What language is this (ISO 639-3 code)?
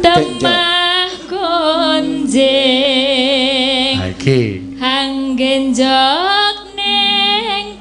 jav